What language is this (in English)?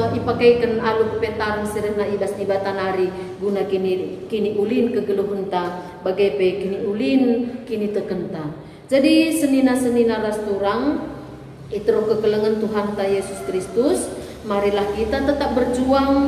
Batak Karo